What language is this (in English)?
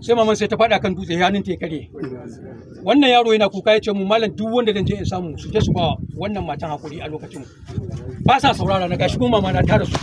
Hausa